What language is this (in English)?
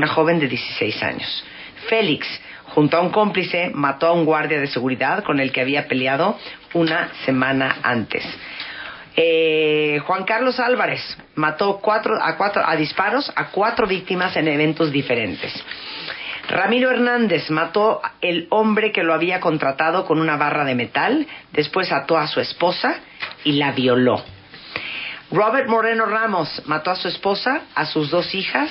Spanish